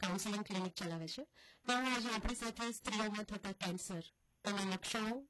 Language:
Gujarati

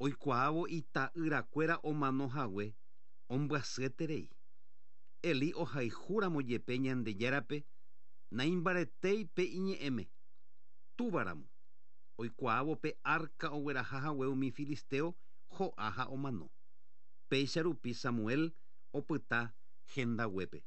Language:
Guarani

